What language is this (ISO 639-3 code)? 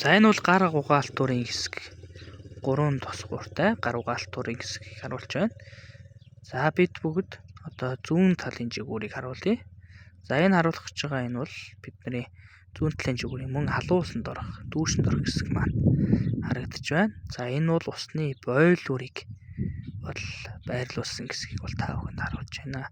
mon